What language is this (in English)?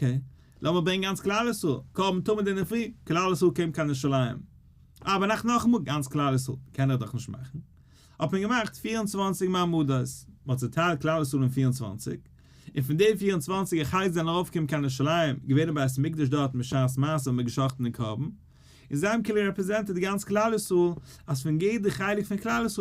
Yiddish